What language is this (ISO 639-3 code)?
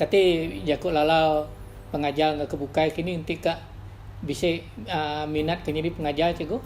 iba